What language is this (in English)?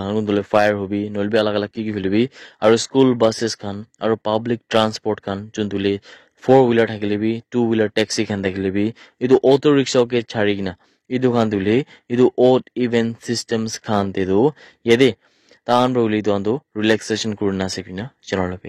Naga Pidgin